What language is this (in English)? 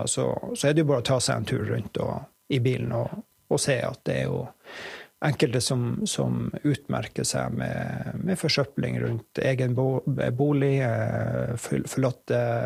Norwegian